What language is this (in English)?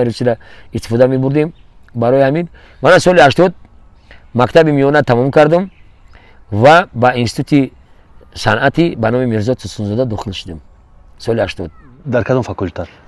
Tajik